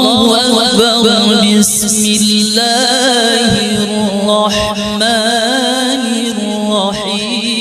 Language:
Banjar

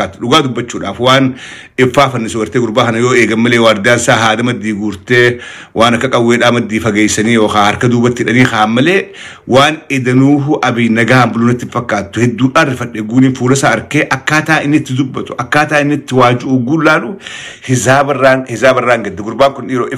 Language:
Oromo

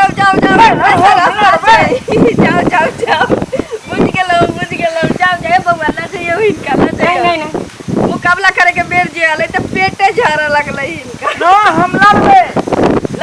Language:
Maithili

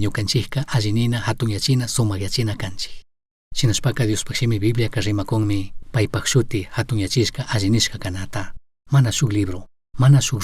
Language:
Chimborazo Highland Quichua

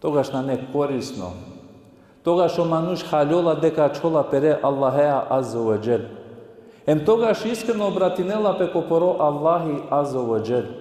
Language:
Balkan Romani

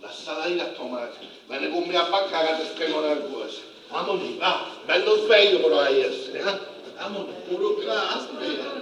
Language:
Sicilian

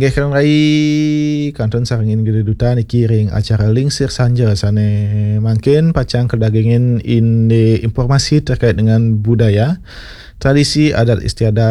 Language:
Balinese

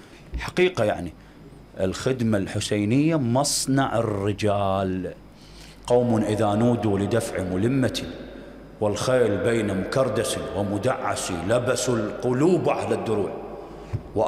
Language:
Mesopotamian Arabic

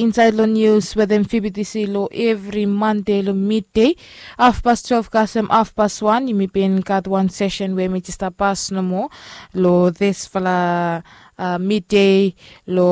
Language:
Bislama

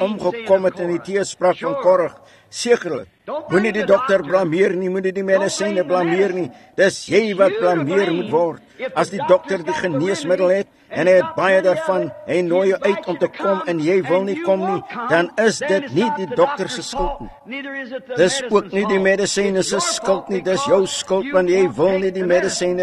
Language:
Afrikaans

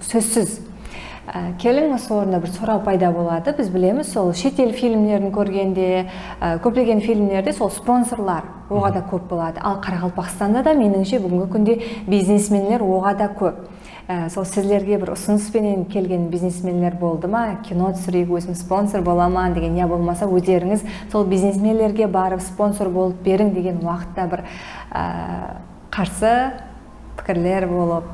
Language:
Kara-Kalpak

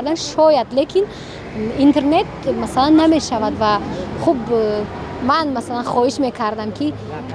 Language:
Tajik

